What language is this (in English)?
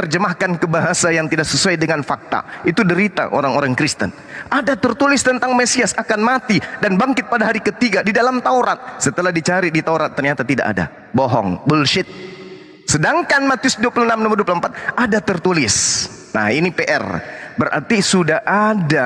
Indonesian